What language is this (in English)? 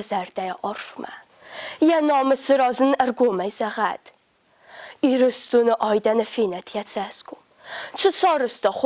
Ossetic